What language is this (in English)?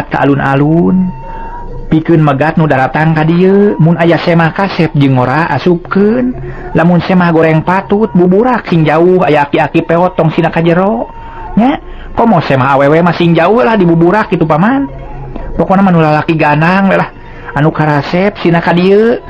Sundanese